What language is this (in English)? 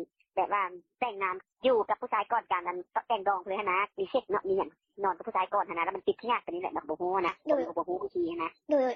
Lao